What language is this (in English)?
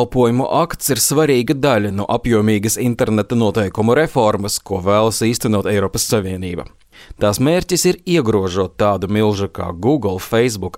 Latvian